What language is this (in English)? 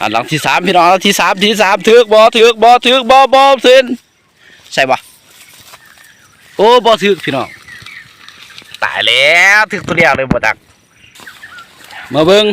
Lao